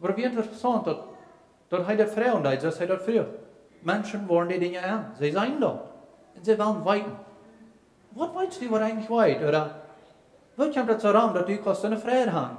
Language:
Plautdietsch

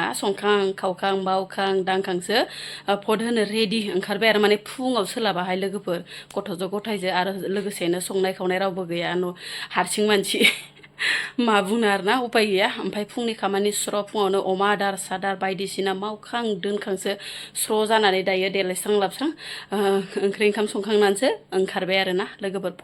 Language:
Bodo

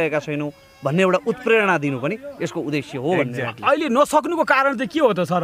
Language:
Nepali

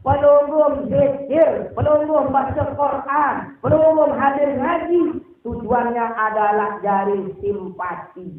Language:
Sasak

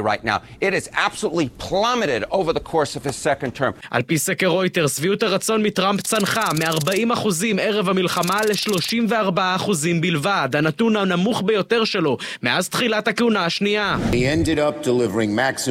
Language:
Hebrew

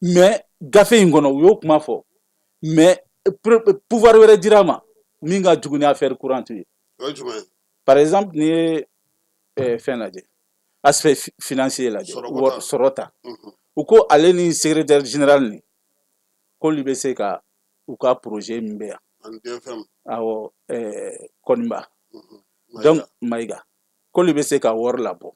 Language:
Bambara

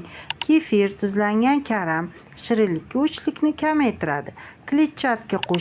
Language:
Uzbek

